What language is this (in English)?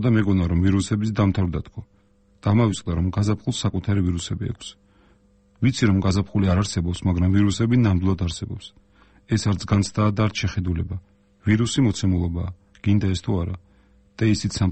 Georgian